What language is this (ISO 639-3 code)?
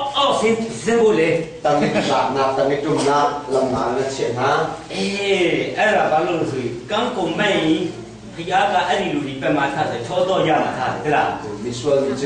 cnh